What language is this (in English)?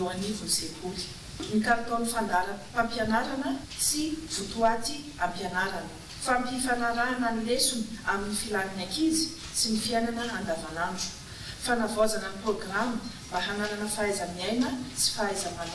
Malagasy